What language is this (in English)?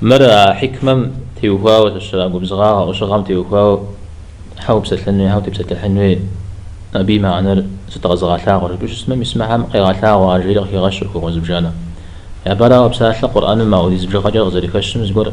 Kabardian